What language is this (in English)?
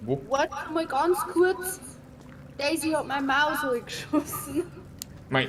Bavarian